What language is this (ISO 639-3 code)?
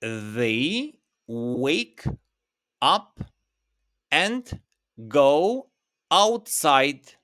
sqi